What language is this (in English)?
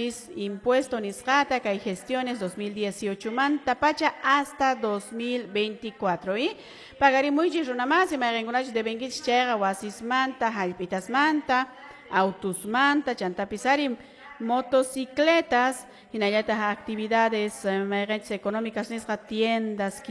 Quechua